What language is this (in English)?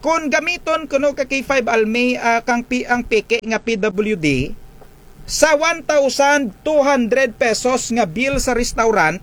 Kinaray-a